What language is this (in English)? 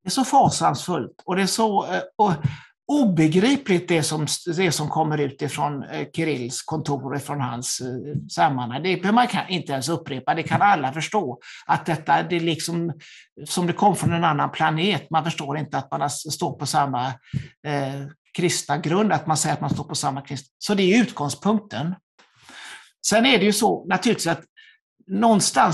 Swedish